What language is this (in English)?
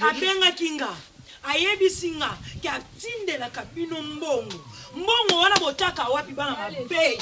Lingala